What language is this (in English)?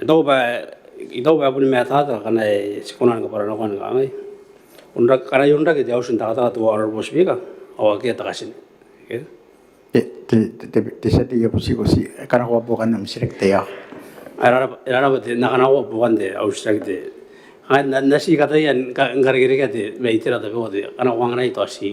Gilbertese